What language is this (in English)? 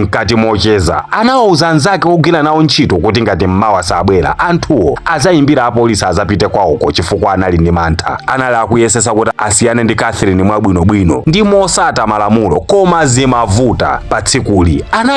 Nyanja